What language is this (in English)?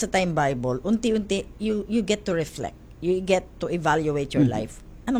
Filipino